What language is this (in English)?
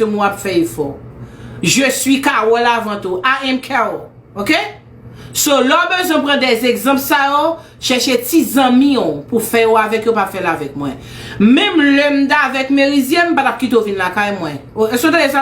Haitian Creole